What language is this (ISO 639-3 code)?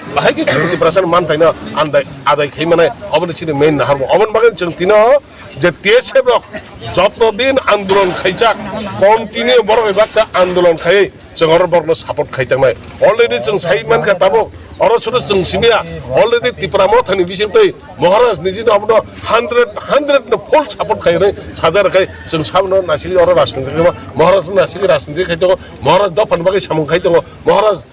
trp